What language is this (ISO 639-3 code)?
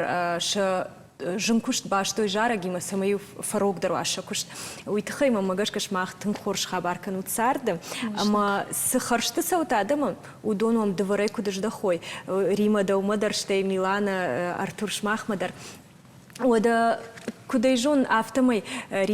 oss